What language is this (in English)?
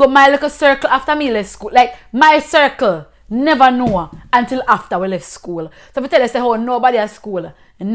Jamaican Creole English